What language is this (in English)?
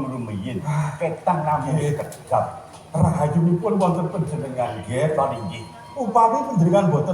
Javanese